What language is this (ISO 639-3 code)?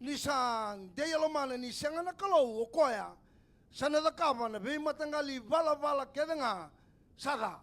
fij